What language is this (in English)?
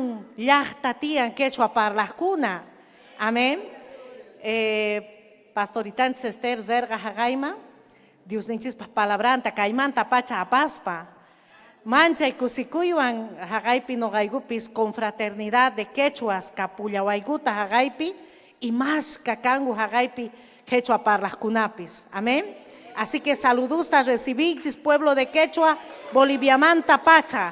Ayacucho Quechua